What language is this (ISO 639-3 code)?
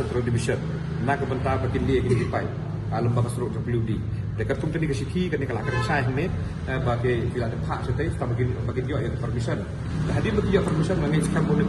kha